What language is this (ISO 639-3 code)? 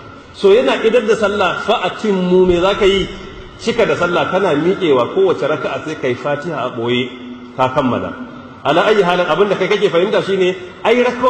hau